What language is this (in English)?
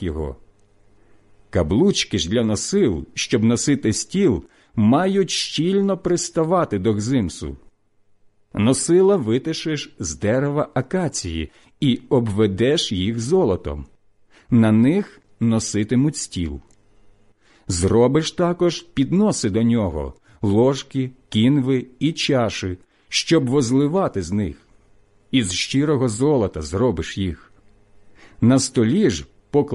Ukrainian